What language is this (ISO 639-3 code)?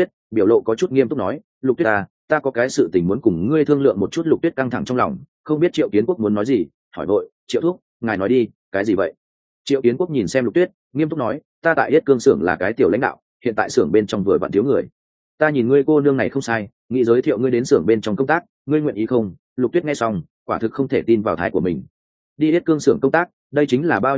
vie